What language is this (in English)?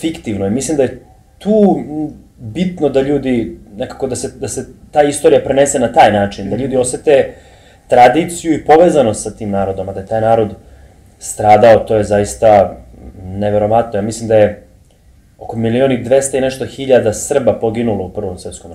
Serbian